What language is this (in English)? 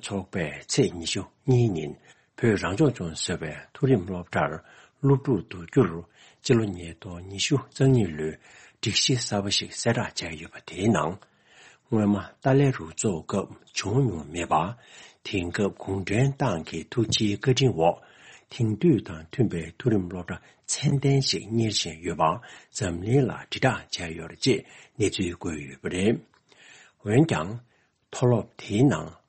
Tibetan